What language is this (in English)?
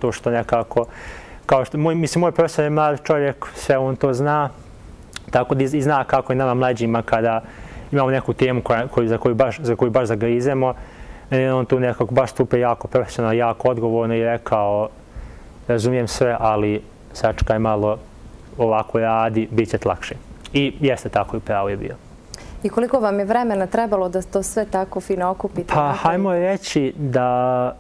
Bosnian